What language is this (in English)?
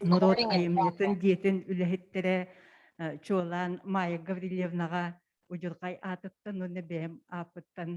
Yakut